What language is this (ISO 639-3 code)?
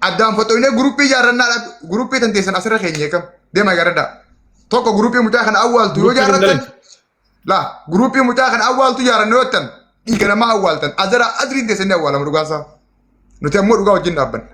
orm